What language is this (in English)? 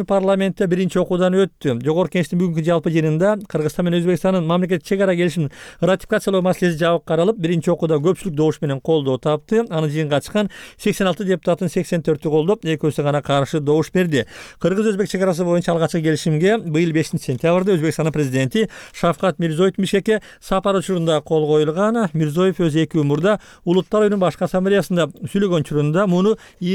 Kyrgyz